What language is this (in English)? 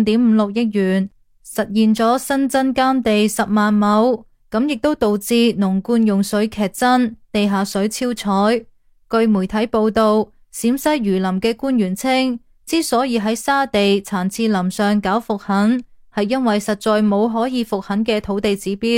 Cantonese